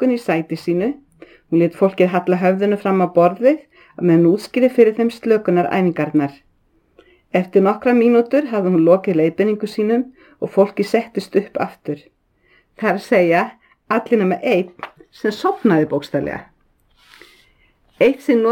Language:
Icelandic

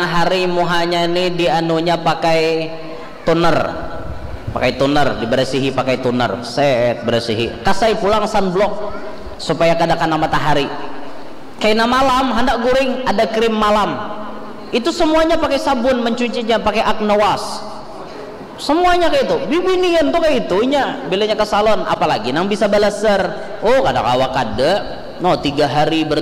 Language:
Banjar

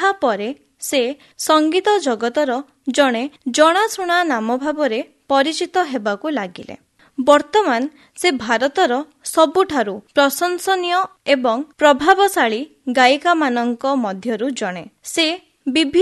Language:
Odia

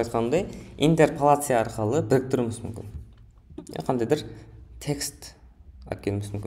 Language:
Kara-Kalpak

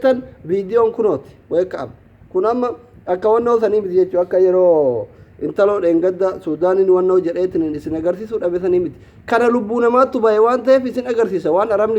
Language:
Oromo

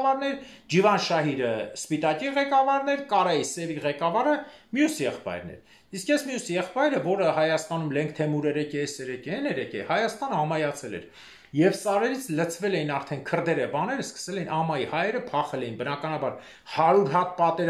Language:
Armenian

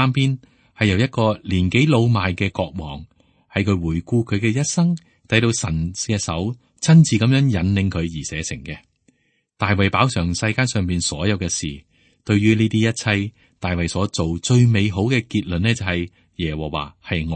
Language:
Cantonese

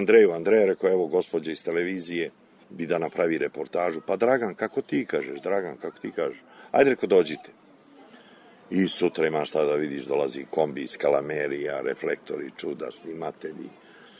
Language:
Serbian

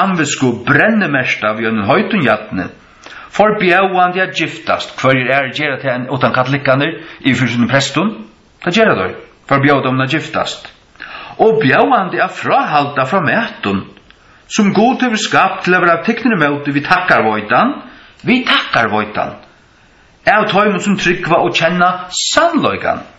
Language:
Faroese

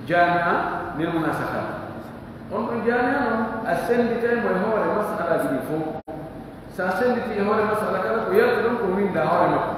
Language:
Pular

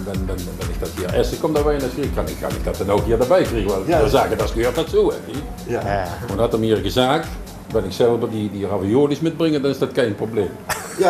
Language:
Limburgish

